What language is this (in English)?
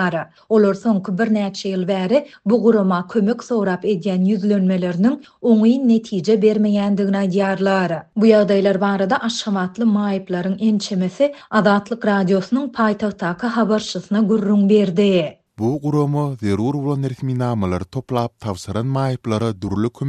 Turkmen